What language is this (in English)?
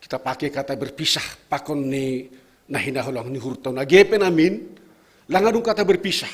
Batak Simalungun